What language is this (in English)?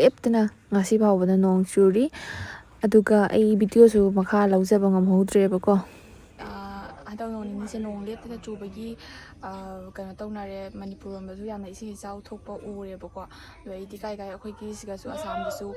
Manipuri